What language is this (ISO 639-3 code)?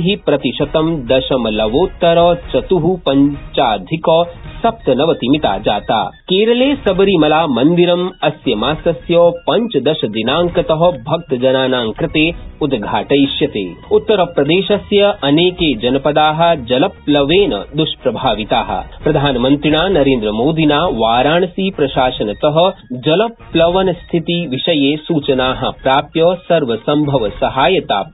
san